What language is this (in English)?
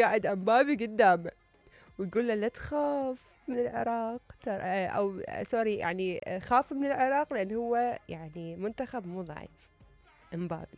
Mesopotamian Arabic